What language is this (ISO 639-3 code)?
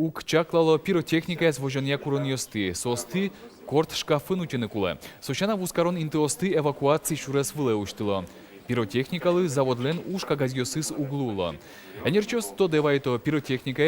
udm